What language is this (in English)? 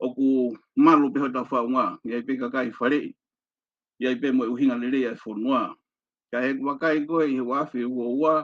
Tongan